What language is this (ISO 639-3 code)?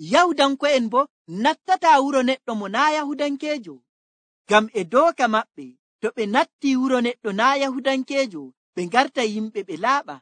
fuv